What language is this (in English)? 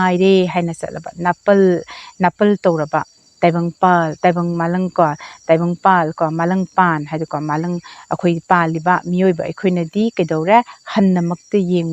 Manipuri